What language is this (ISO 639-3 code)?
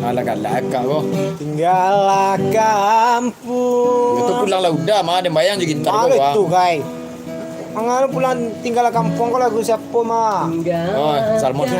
min